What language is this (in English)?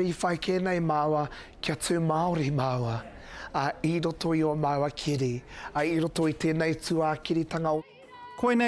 Māori